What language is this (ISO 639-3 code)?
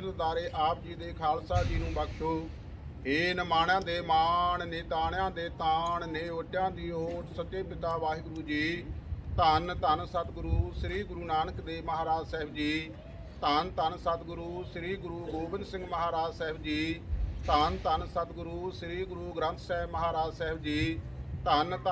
pan